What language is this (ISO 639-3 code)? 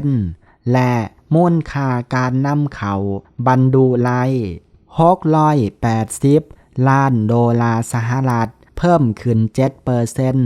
lao